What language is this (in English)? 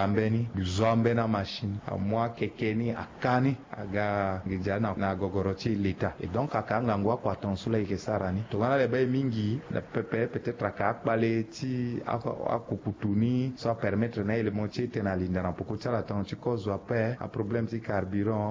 Sango